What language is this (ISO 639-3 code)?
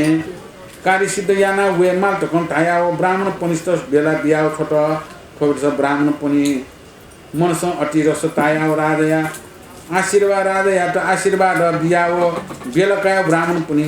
new